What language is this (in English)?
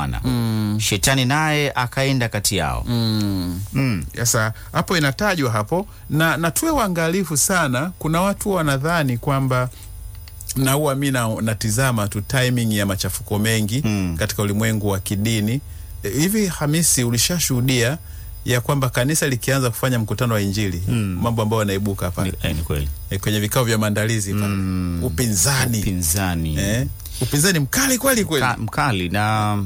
Swahili